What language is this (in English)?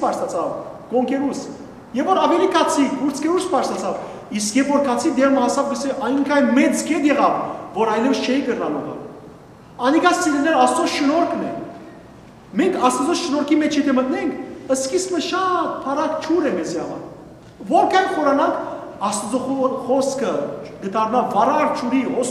Western Armenian